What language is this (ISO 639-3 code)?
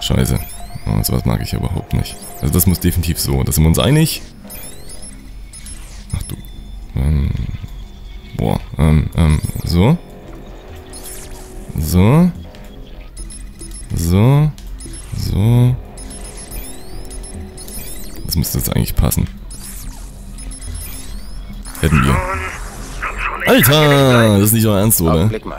deu